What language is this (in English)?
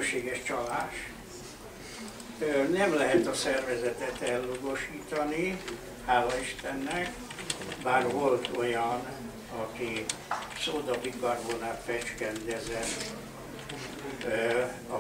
Hungarian